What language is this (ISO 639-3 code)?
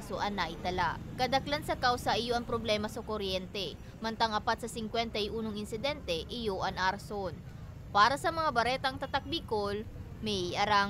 bik